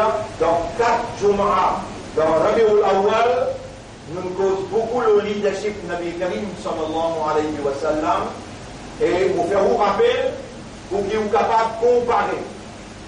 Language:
Morisyen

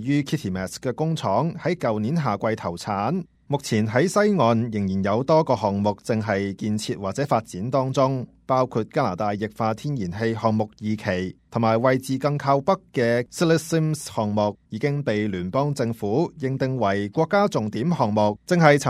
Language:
Cantonese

